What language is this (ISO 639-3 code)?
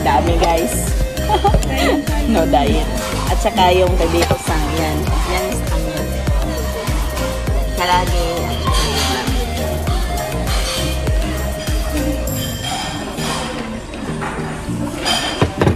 fil